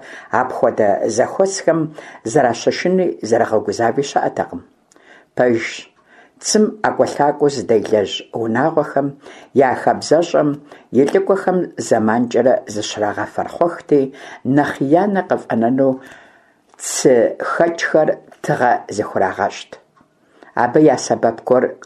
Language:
Kabardian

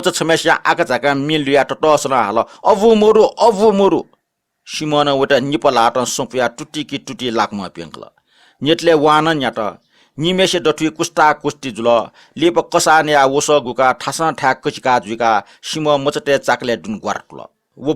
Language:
Newari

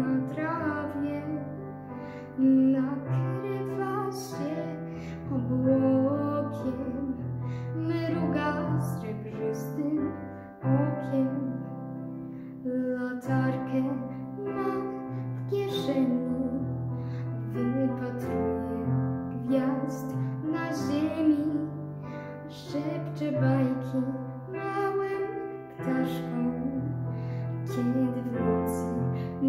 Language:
Polish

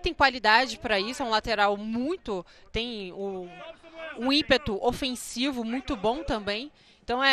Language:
Portuguese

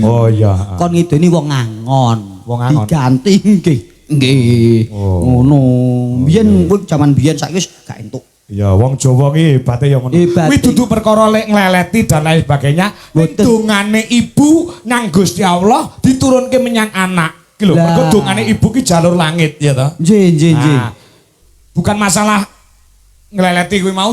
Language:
Javanese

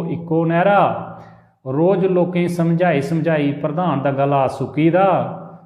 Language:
Dogri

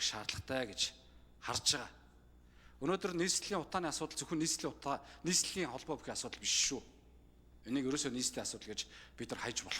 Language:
Mongolian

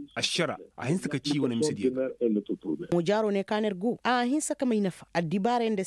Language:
Koyraboro Senni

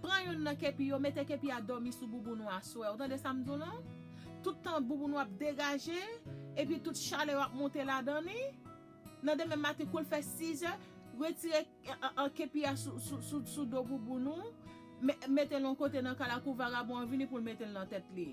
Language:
Haitian Creole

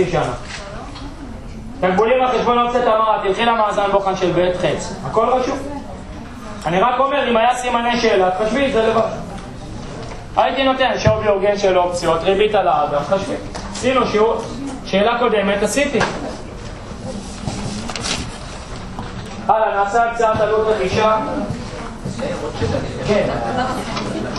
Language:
Hebrew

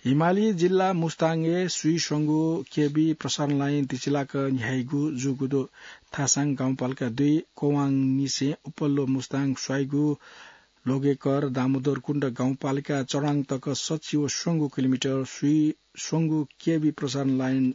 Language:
Newari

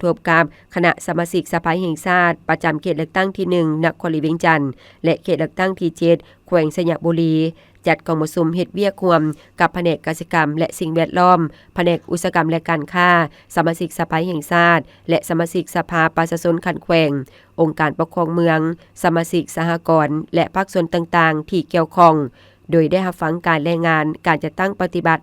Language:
Lao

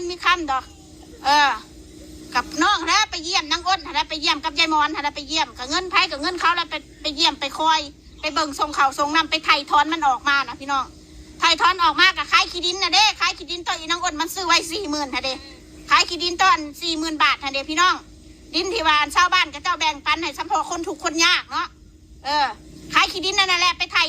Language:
Northeastern Thai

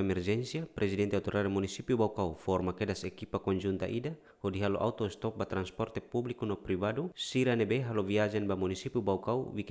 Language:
Tetum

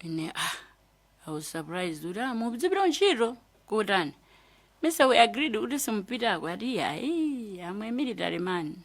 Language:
Nyanja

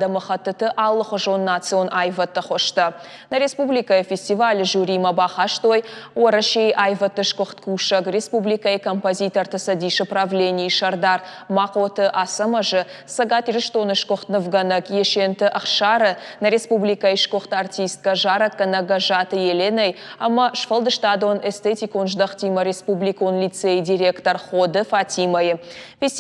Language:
Ossetic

